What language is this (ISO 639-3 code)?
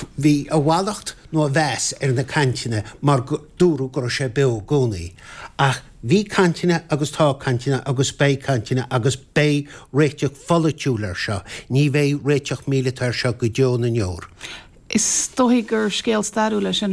gle